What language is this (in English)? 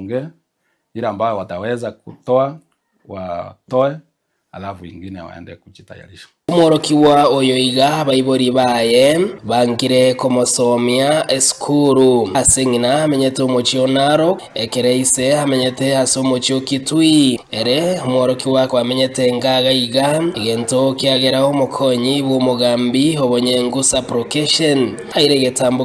Gusii